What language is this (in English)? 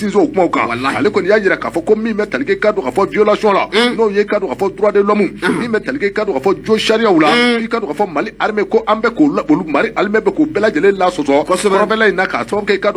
Bambara